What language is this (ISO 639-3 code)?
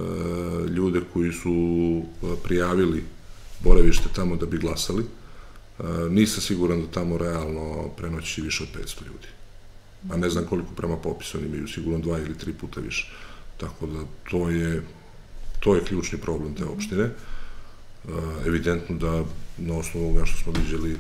srp